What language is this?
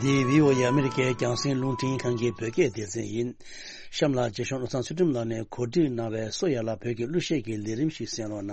Tibetan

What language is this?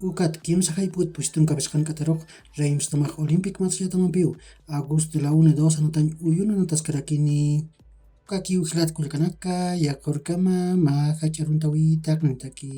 Aymara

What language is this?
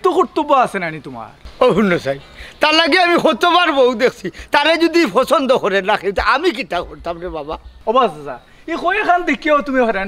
Sylheti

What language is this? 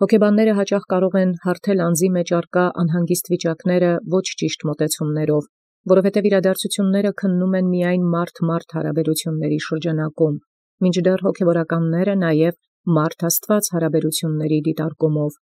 Armenian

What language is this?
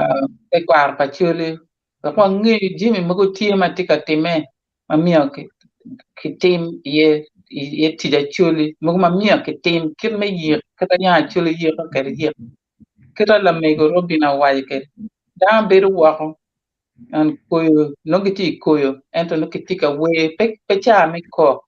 Acoli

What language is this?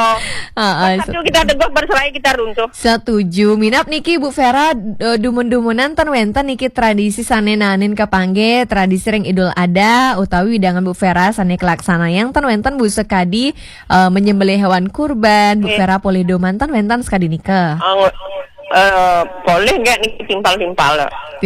Balinese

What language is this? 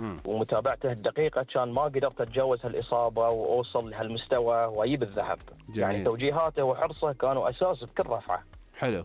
Gulf Arabic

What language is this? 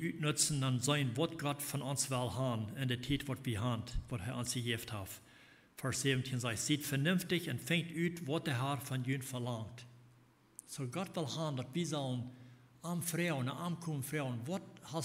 Plautdietsch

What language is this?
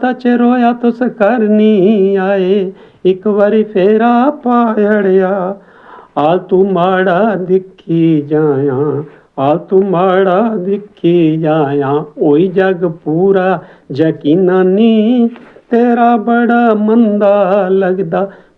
Dogri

